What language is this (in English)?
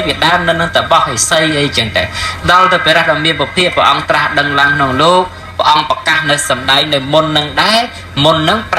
Khmer